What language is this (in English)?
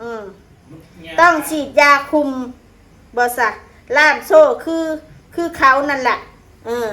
Northeastern Thai